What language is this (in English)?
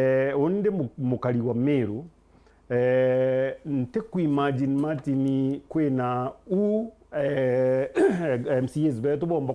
Meru